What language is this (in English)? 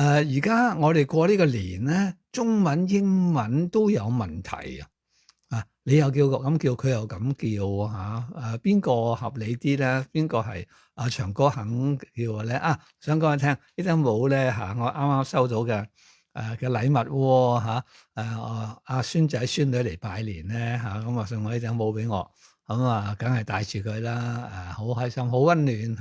Cantonese